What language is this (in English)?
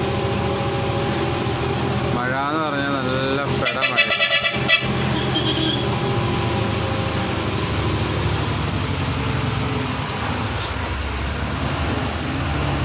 Malayalam